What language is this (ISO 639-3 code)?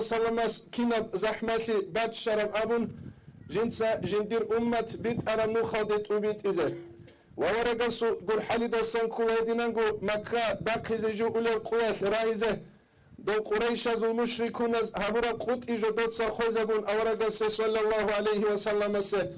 ava